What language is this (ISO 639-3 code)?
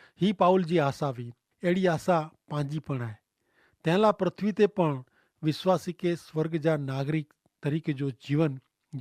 kfr